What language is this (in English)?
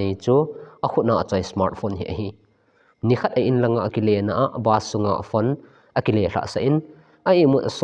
Thado Chin